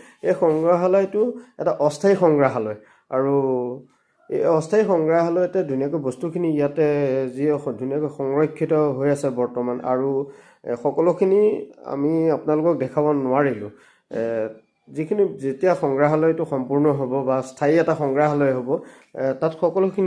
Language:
Assamese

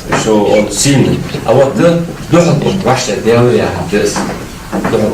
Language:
Ingush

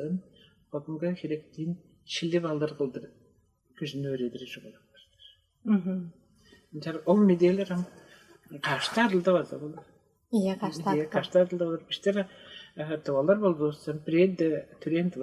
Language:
Tuvinian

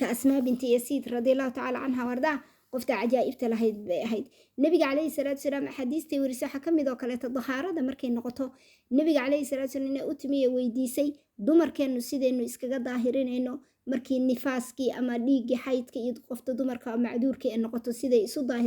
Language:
Somali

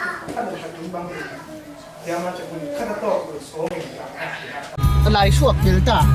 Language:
Falam Chin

